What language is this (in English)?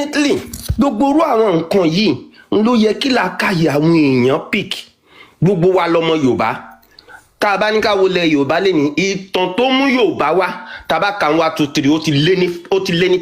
Yoruba